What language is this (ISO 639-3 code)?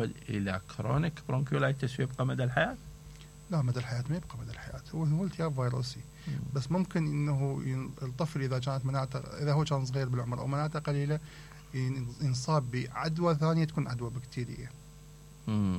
acm